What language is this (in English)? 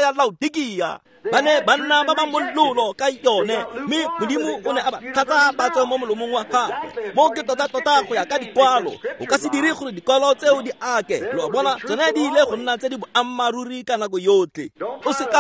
Tswana